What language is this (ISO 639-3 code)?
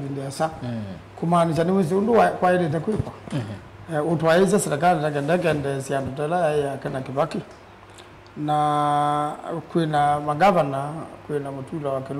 kam